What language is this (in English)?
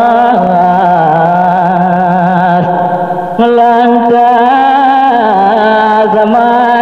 Balinese